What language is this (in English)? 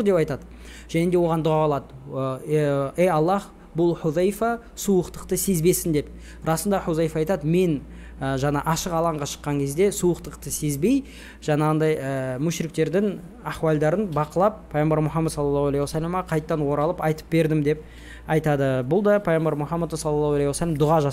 Kazakh